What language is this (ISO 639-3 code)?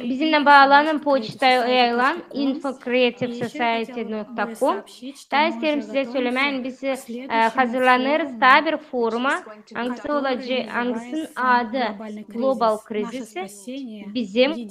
gag